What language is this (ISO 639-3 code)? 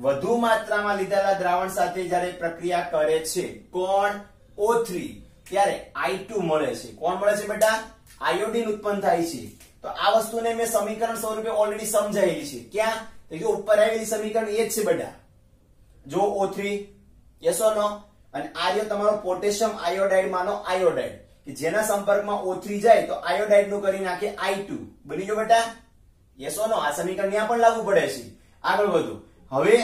guj